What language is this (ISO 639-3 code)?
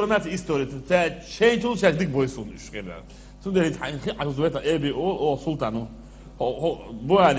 che